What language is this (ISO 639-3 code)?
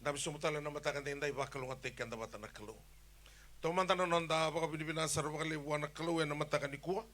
fij